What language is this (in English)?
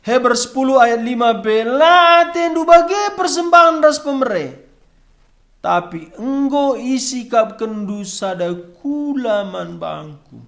Batak Karo